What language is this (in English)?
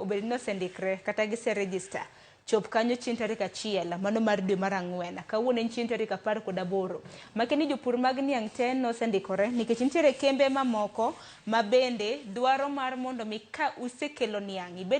Luo (Kenya and Tanzania)